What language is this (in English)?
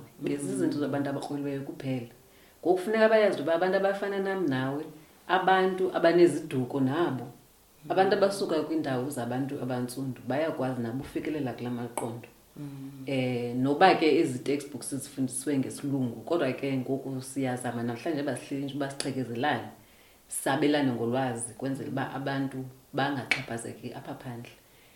Xhosa